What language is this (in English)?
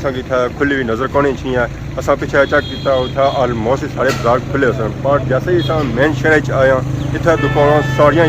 Pahari-Potwari